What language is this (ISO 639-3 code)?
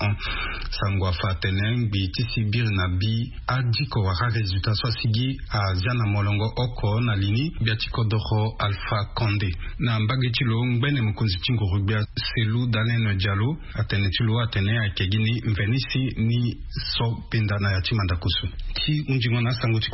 sag